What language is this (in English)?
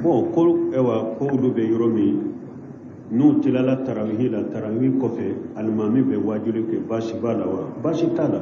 Bambara